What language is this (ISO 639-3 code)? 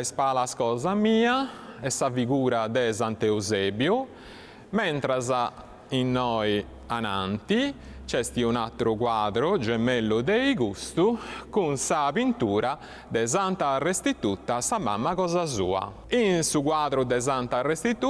srd